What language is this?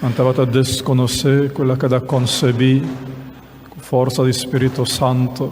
Papiamento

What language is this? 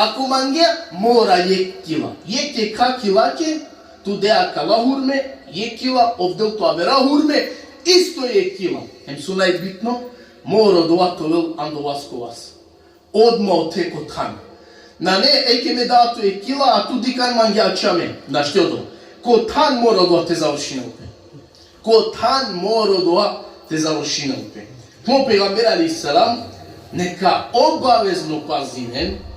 Balkan Romani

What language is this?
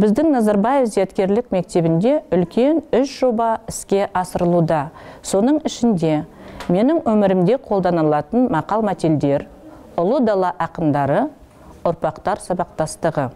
Kazakh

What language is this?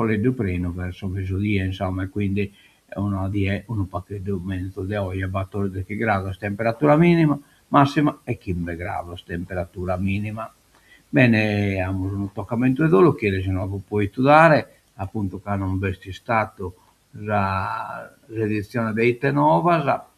Sardinian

